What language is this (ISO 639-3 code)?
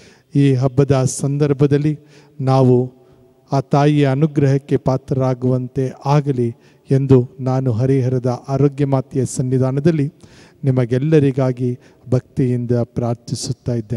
kan